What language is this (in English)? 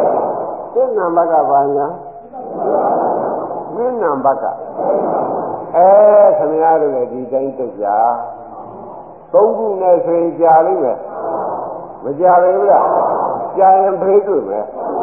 Burmese